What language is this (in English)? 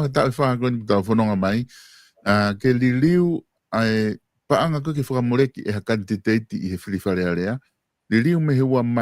Tongan